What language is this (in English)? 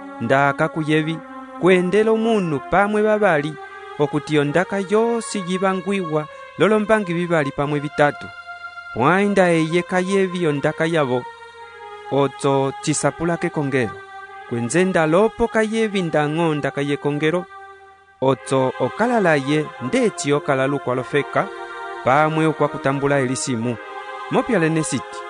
Umbundu